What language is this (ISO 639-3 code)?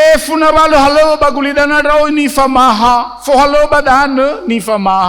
nia